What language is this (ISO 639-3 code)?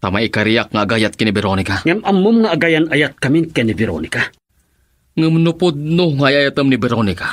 ilo